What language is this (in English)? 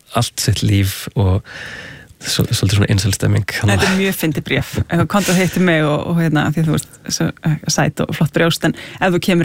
Icelandic